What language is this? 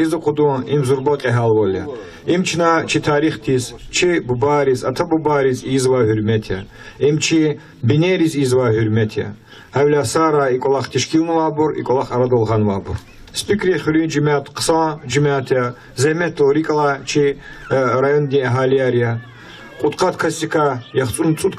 Lezghian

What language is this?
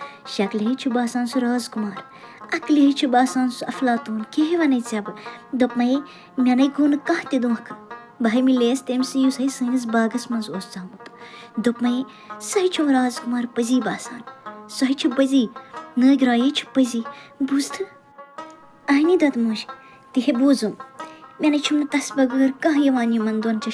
Kashmiri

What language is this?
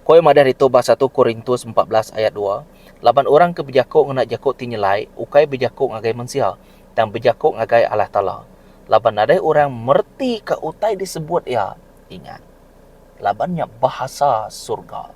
Iban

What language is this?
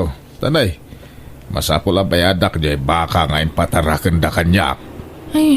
Iloko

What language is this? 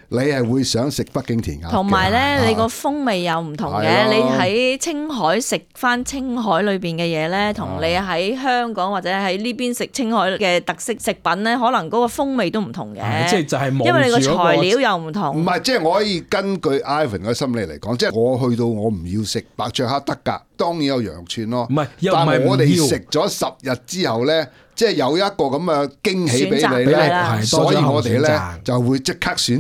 Cantonese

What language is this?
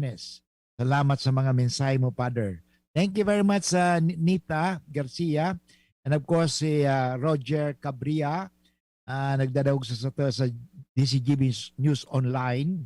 Bikol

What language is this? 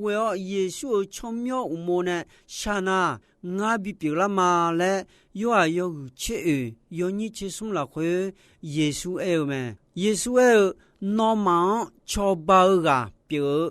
Akha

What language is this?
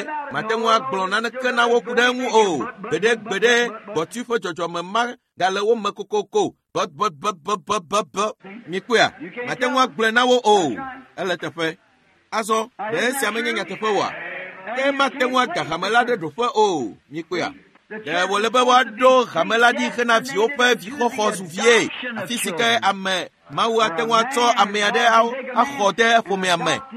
Ewe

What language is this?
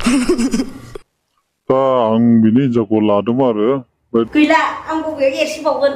Bodo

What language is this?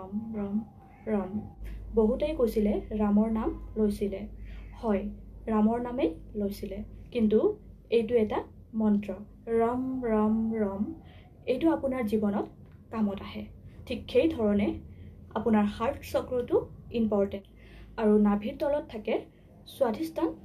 Assamese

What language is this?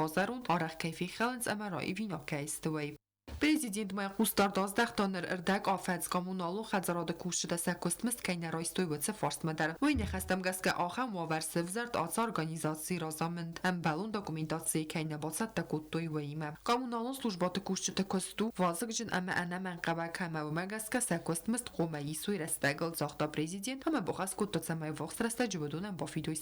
Ossetic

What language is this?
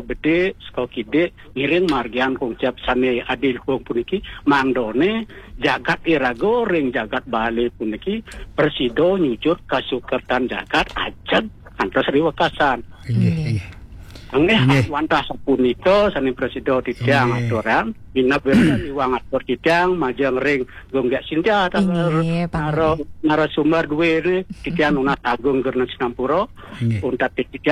Balinese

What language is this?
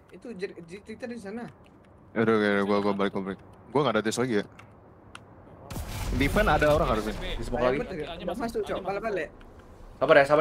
Indonesian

